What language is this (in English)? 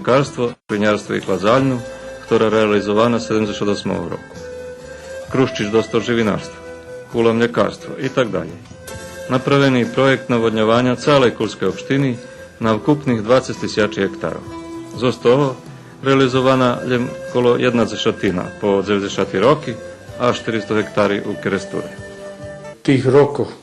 Rusyn